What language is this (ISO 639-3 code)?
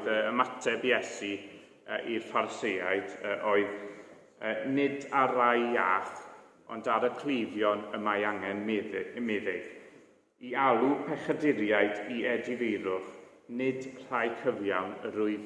cym